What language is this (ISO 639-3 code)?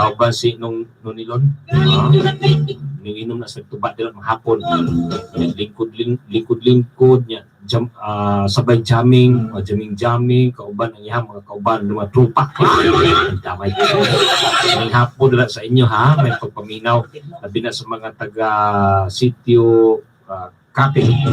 ceb